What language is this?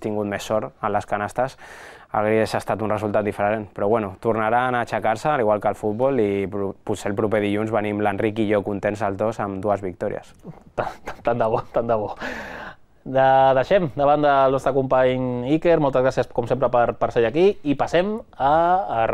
Catalan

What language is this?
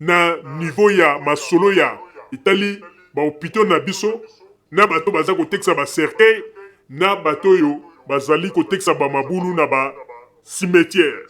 Lingala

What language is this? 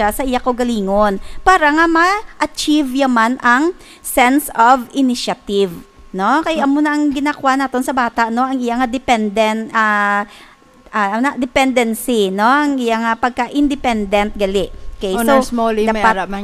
Hiligaynon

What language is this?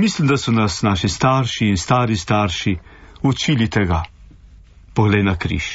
Slovenian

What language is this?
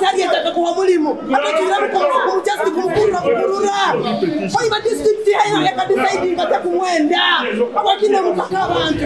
Nyankole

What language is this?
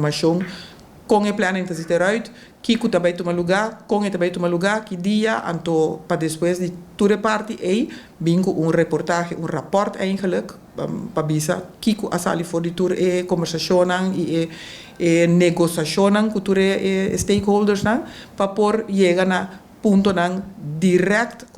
Papiamento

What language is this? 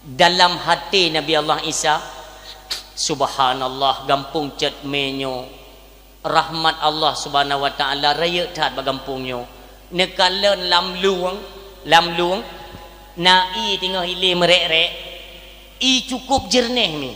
Achinese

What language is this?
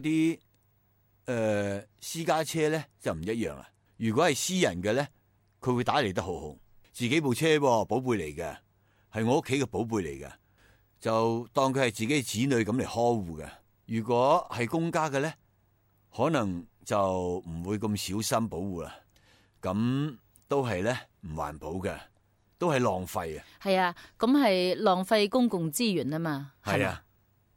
Cantonese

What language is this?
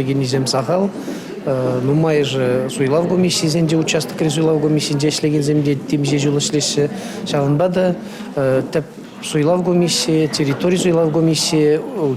Chuvash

